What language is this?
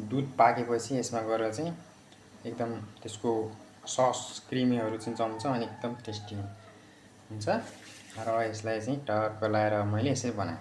Nepali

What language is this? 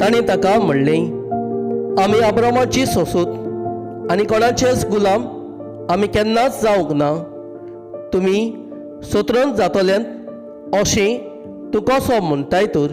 Konkani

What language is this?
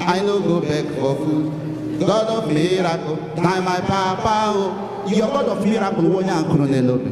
Igbo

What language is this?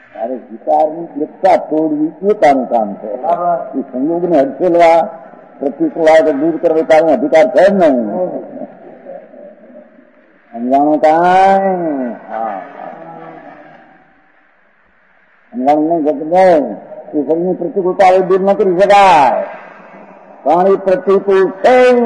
Gujarati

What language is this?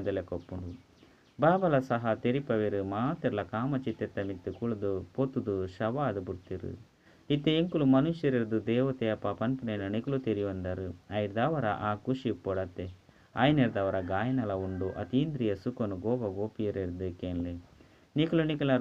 Tulu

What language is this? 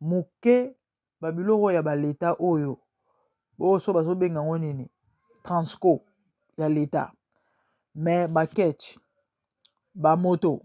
Lingala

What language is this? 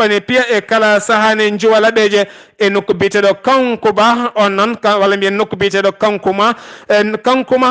Fula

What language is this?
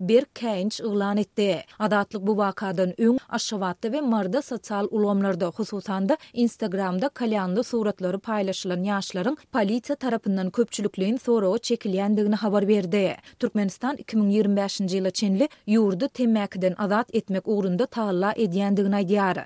Turkmen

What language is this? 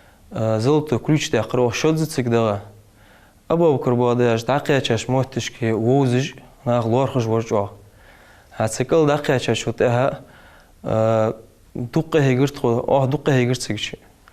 Ingush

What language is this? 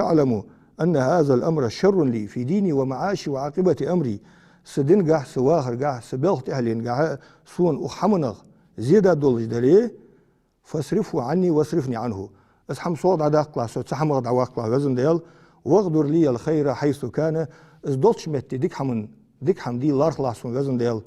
Ingush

